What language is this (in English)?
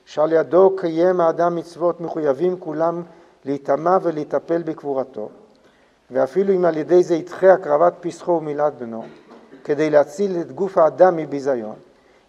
Hebrew